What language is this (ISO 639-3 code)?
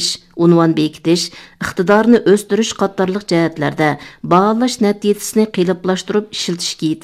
uig